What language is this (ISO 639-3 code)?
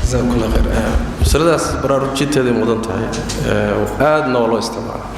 som